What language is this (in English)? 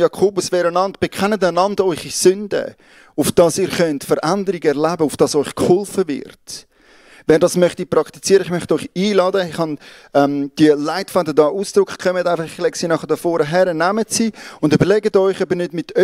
Swiss German